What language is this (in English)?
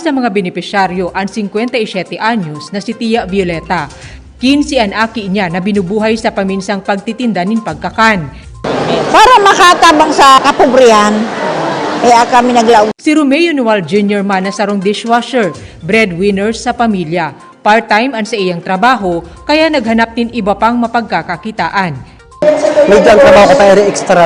Bikol